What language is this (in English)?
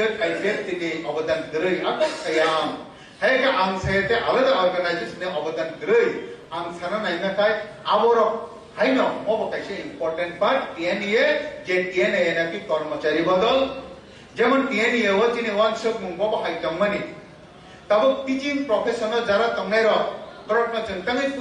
Kok Borok